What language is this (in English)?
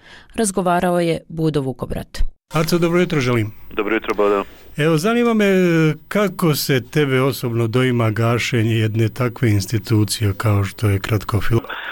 Croatian